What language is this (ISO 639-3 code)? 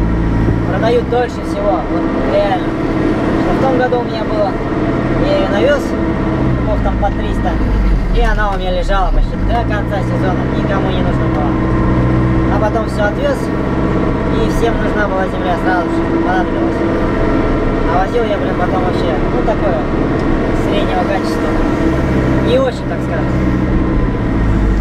rus